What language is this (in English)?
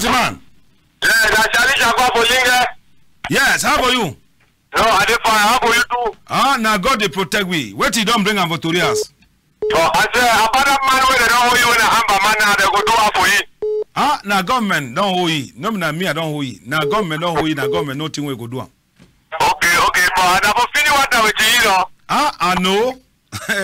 Cameroon Pidgin